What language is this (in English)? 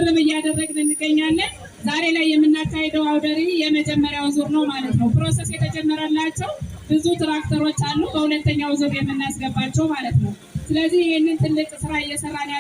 Amharic